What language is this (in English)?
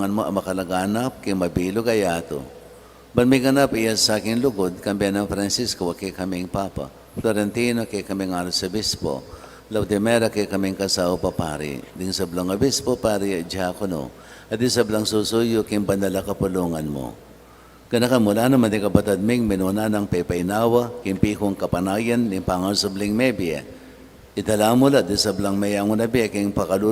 Pampanga